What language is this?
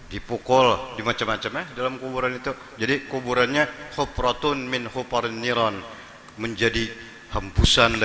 Banjar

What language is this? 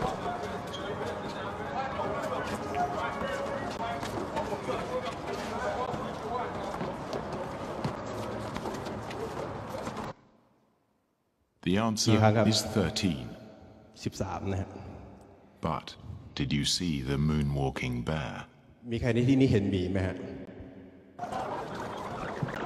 Thai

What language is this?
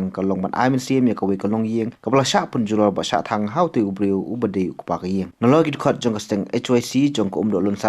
Khasi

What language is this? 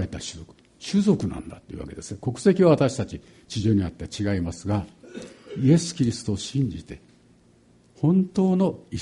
Japanese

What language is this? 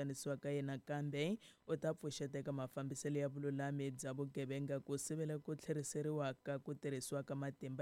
Tsonga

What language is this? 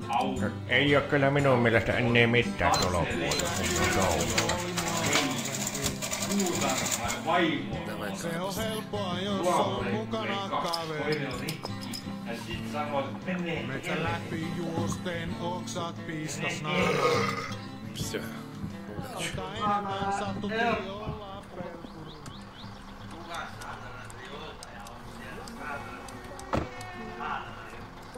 Russian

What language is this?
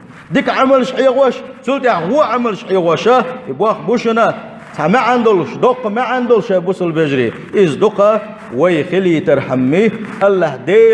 Chechen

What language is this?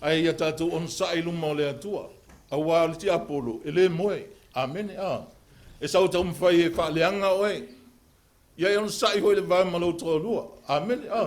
Samoan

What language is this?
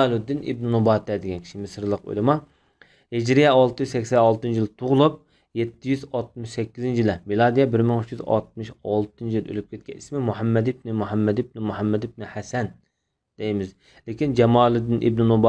Uyghur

